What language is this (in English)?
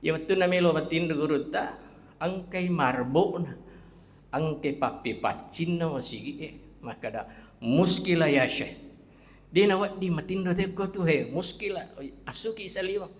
Buginese